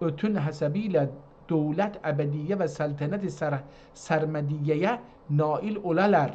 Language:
South Azerbaijani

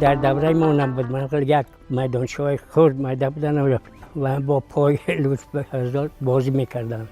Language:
Tajik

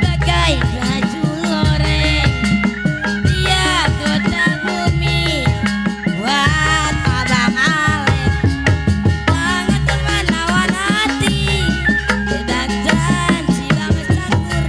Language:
Betawi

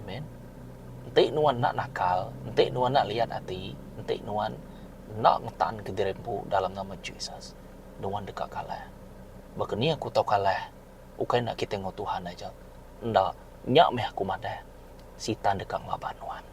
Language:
Iban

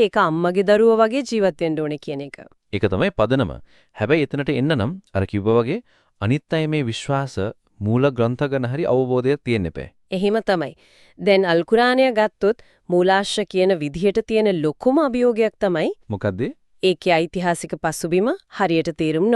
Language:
Sinhala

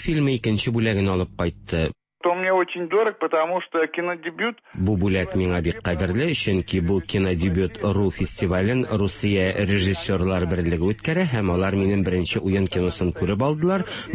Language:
Tatar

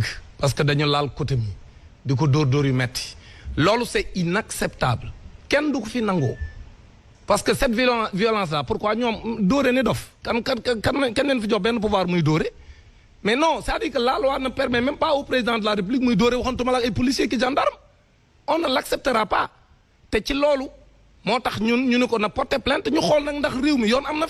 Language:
Wolof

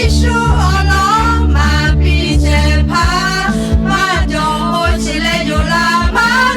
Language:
Lahu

